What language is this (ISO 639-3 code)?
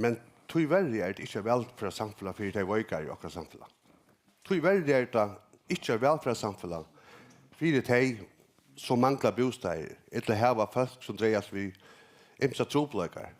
fao